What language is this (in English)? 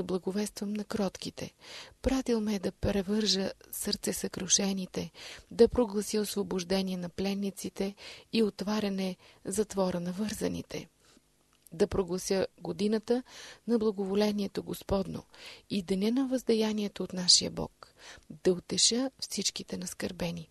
Bulgarian